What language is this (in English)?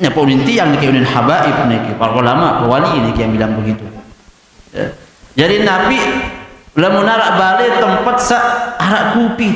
Sasak